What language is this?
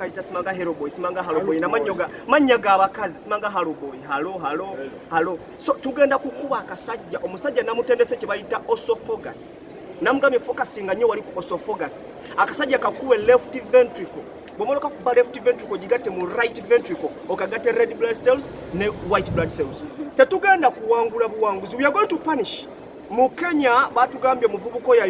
Ganda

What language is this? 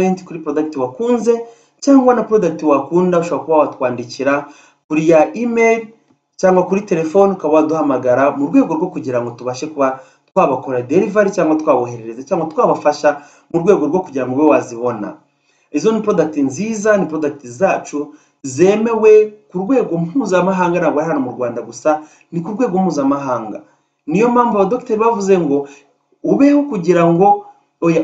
Kinyarwanda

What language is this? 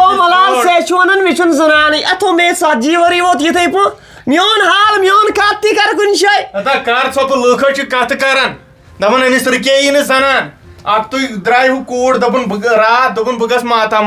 Kashmiri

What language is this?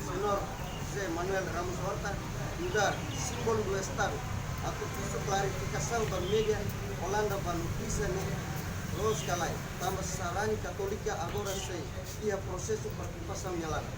Tetum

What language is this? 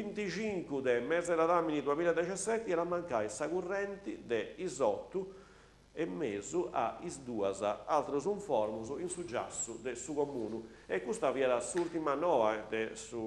Sardinian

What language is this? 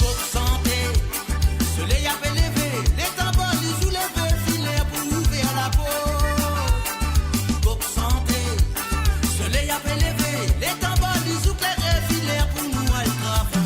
Morisyen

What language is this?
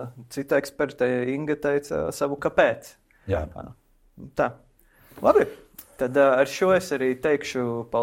Latvian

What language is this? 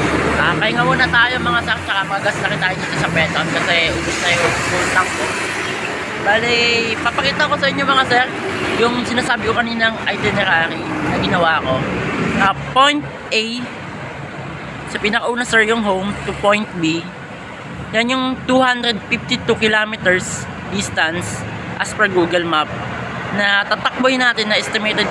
Filipino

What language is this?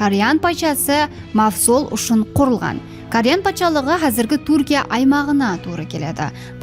Kara-Kalpak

